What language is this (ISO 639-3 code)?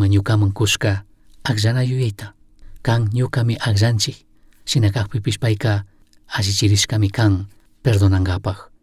qug